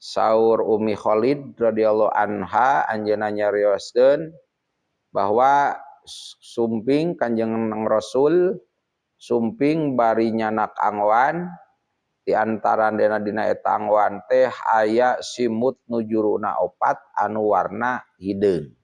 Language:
Sundanese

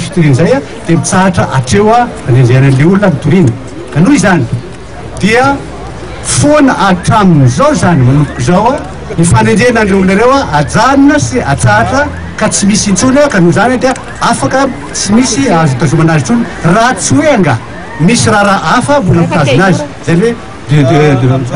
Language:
Malagasy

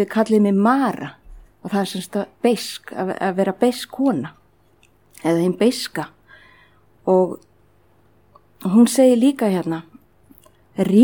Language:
Icelandic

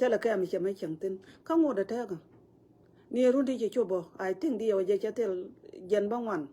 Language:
Nuer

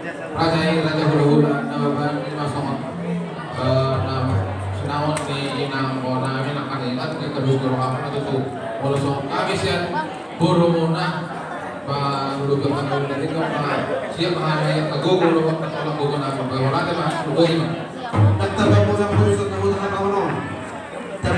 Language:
Batak Toba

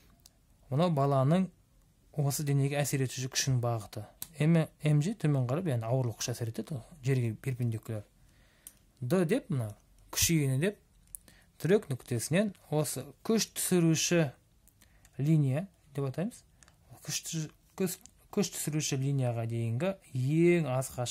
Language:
Kazakh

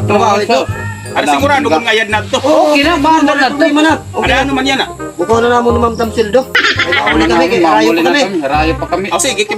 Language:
Waray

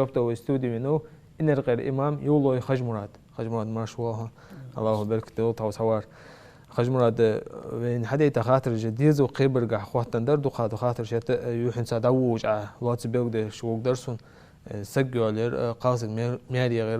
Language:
Ingush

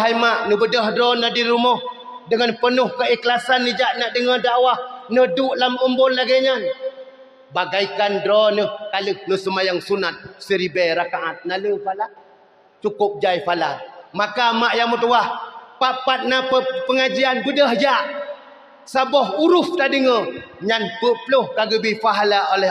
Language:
Achinese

